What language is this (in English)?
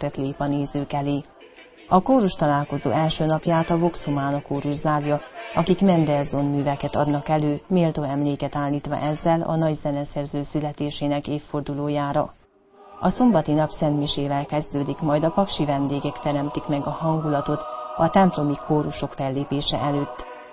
Hungarian